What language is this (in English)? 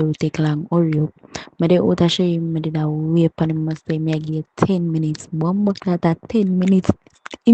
Jamaican Creole English